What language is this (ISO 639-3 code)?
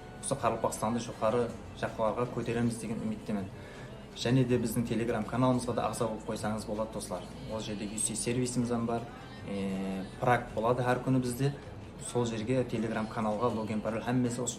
kaa